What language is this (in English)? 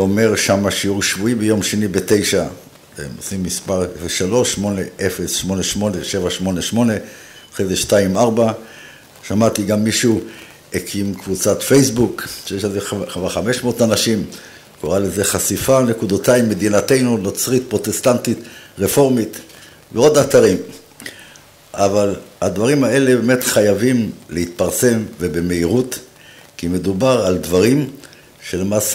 Hebrew